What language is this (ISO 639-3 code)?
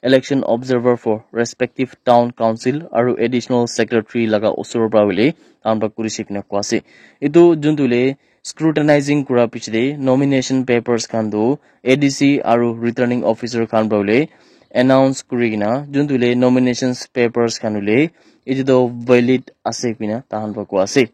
nag